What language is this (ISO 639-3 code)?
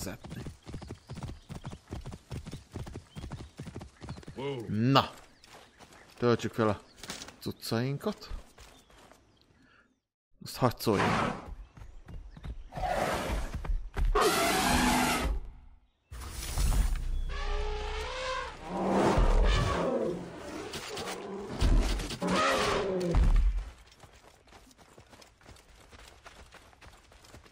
hun